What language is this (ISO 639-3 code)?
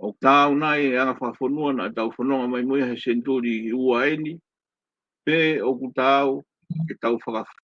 ton